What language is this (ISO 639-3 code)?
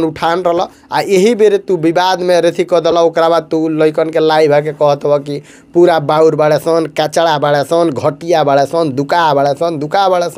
bho